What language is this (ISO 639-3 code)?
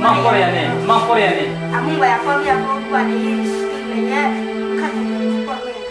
ria